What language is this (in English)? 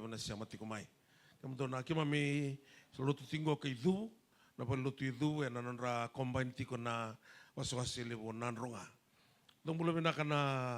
Fijian